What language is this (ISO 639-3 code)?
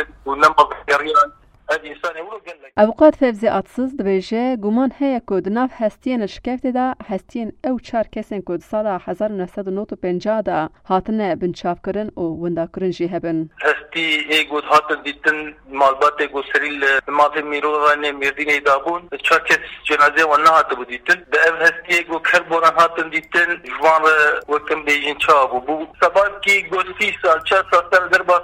kur